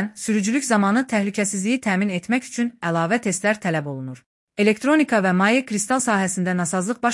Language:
Azerbaijani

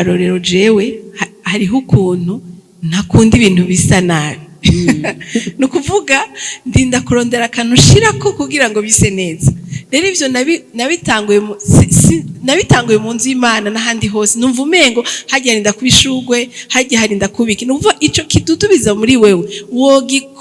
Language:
Rundi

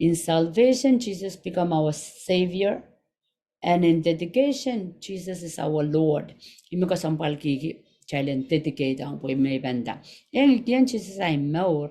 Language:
Pohnpeian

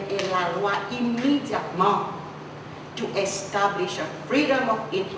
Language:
Seselwa Creole French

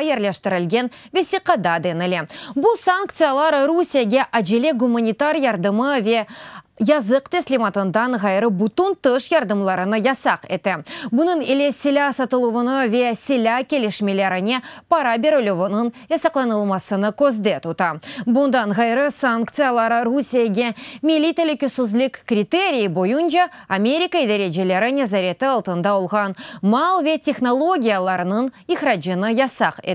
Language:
Crimean Tatar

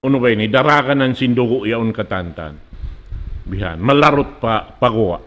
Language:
Tausug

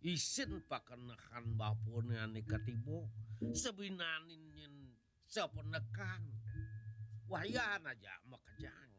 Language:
Balinese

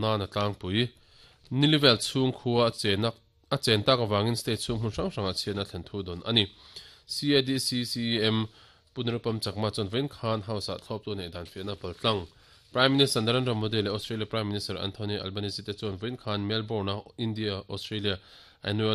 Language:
Mizo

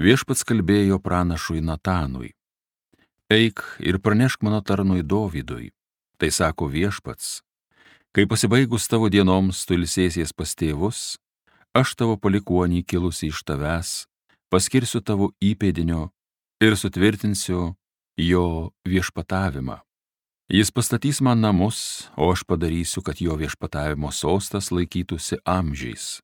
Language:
Lithuanian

